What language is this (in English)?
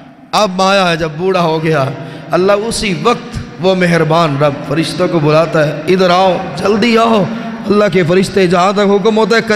Urdu